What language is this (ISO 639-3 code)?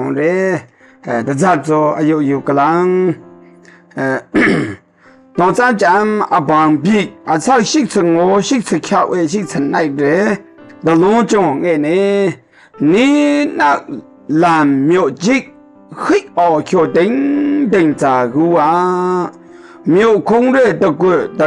mhx